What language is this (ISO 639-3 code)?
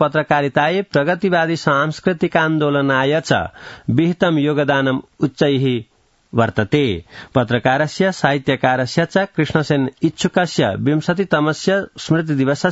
san